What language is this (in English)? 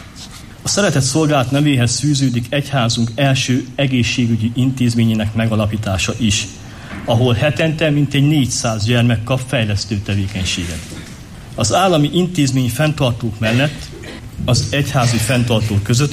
Hungarian